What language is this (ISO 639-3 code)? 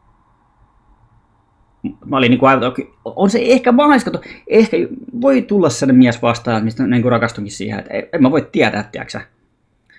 fin